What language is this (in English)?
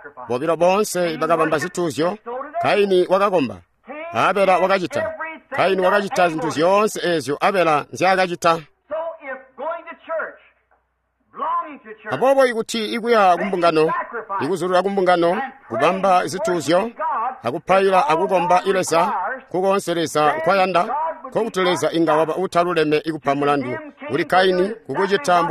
Tonga (Zambia)